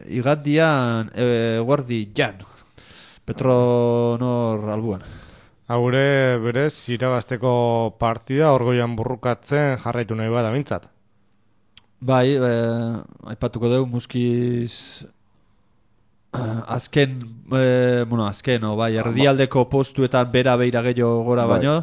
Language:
Basque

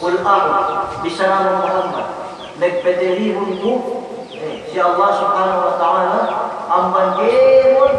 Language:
Yakan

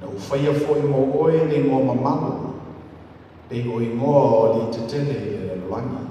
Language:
Samoan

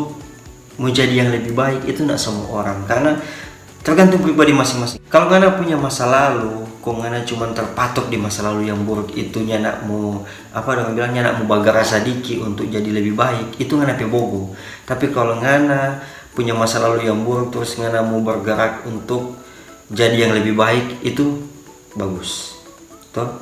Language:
Manado Malay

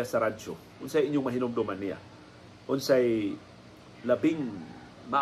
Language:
Cebuano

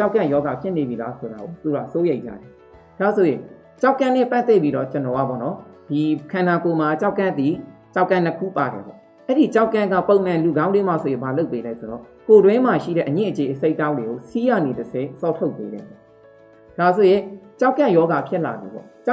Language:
Burmese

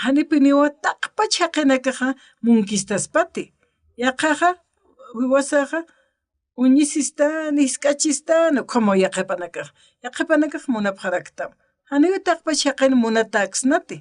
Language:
Aymara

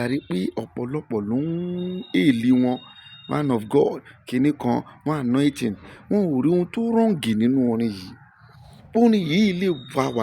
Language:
Yoruba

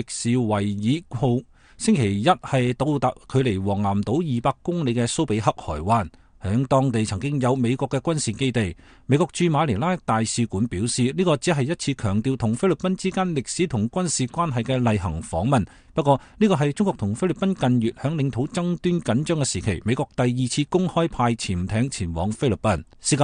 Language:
Cantonese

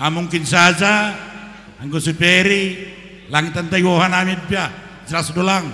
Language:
Batak Simalungun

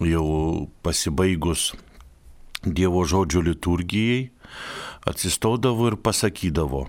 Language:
Lithuanian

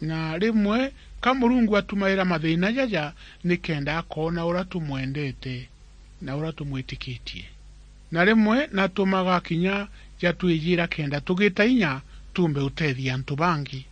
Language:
Meru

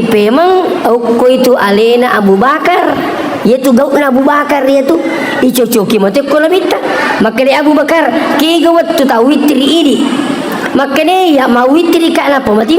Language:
Buginese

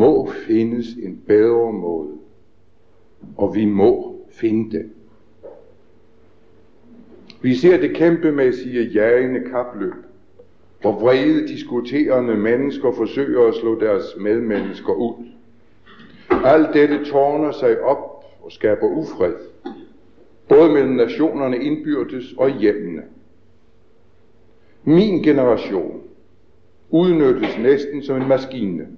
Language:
Danish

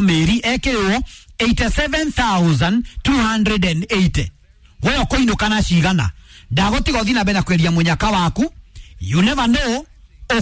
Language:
Kikuyu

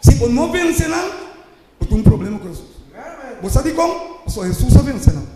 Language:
Papiamento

